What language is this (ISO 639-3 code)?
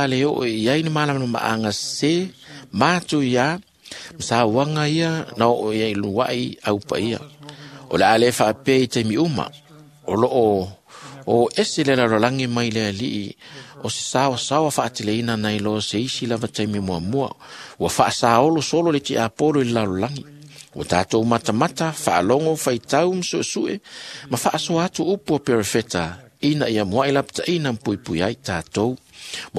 smo